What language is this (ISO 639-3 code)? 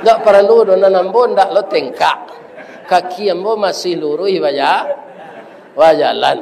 min